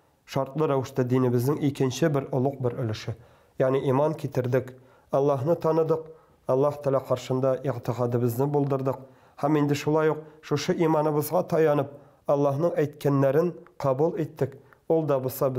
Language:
Tatar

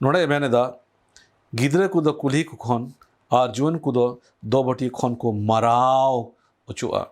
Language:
Santali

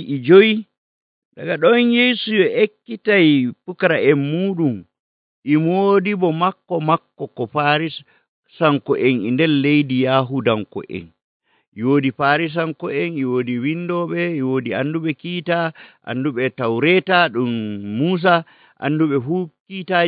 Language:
Nigerian Fulfulde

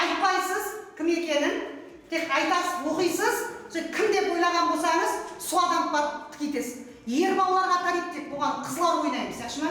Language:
Kara-Kalpak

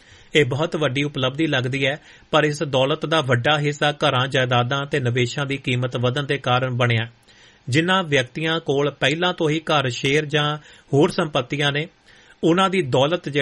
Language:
Punjabi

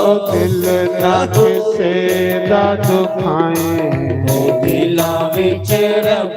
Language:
Dogri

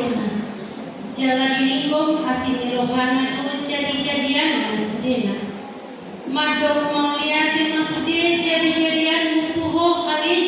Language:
Batak Toba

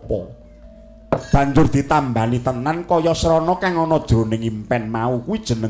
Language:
Javanese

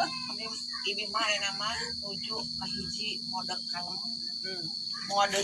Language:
Sundanese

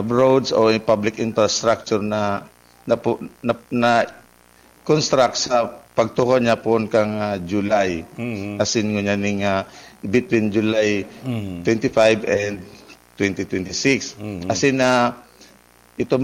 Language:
Bikol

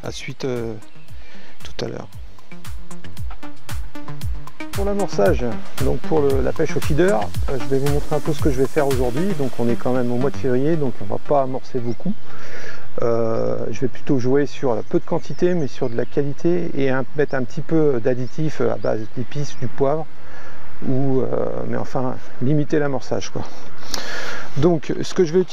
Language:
French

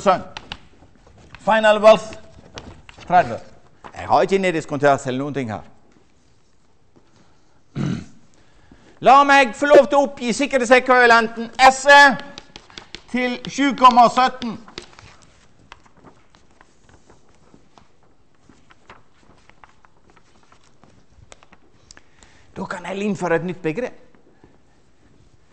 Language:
Norwegian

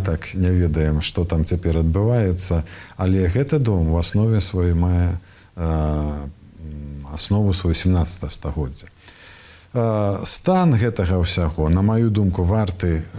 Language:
Belarusian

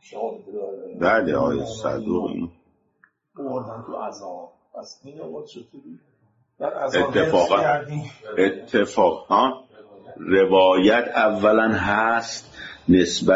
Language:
Persian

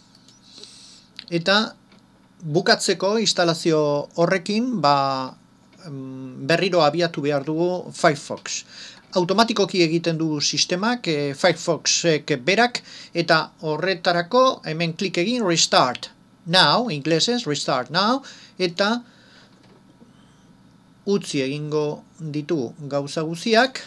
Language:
Basque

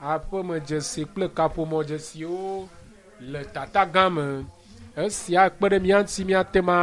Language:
Ewe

